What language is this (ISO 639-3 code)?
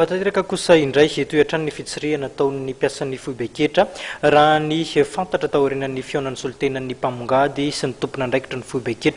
mlg